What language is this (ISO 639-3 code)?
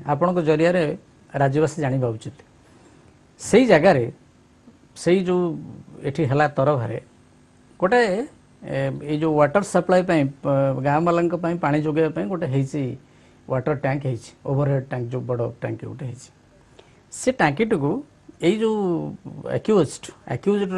ori